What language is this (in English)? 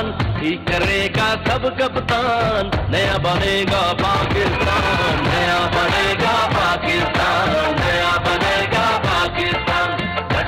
Urdu